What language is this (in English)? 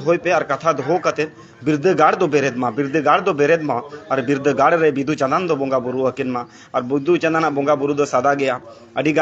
Santali